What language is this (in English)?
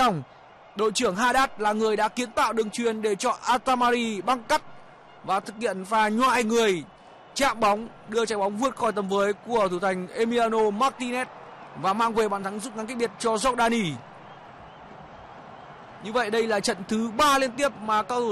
Vietnamese